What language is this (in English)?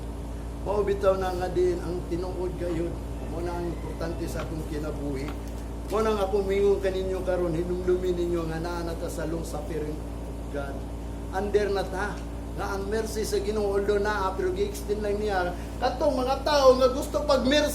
Cebuano